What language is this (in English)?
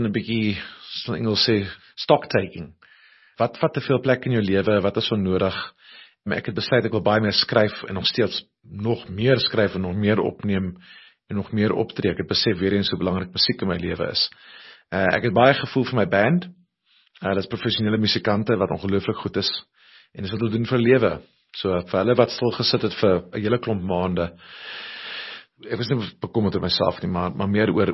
Afrikaans